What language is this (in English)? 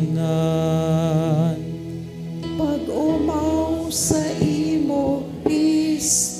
Bikol